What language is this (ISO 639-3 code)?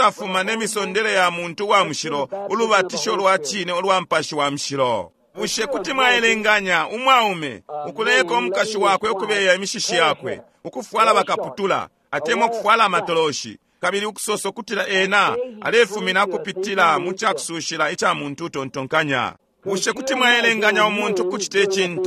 bem